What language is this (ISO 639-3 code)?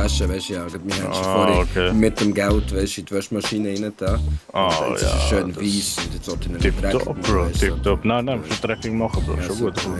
gsw